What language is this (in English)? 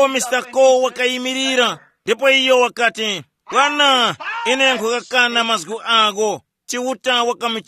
Tumbuka